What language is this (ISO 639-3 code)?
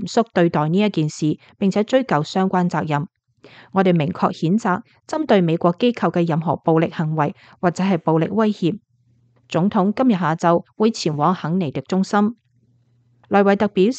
yue